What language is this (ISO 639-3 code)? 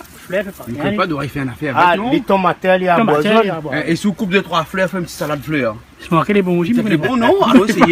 rcf